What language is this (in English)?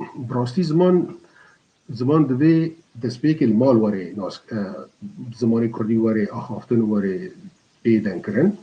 Kurdish